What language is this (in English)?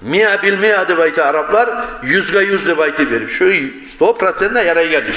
Kumyk